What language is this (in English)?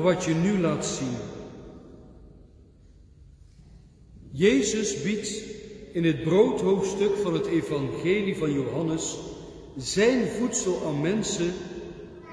Dutch